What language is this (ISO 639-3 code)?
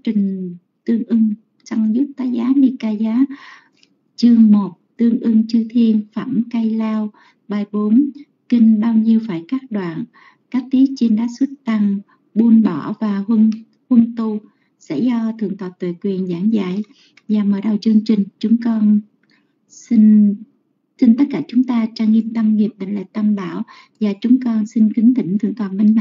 vie